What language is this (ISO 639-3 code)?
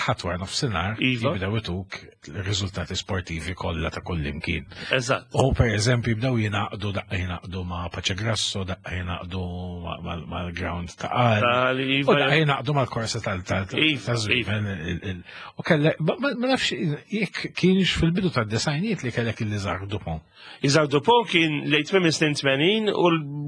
mlt